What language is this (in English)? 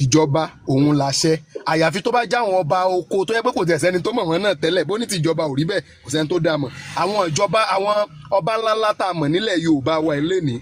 Yoruba